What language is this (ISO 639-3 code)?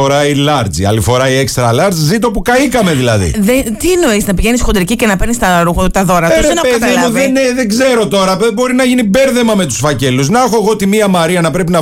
ell